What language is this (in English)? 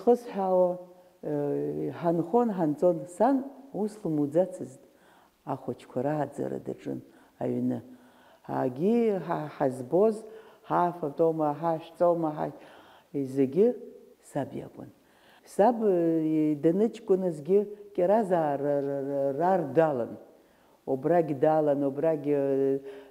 Abkhazian